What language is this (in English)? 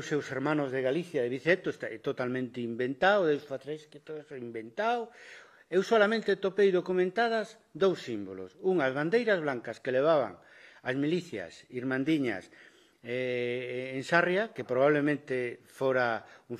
Galician